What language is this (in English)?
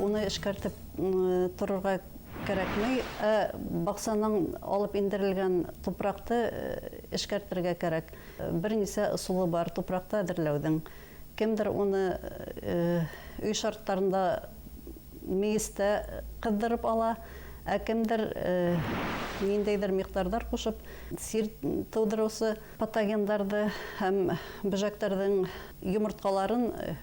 Bashkir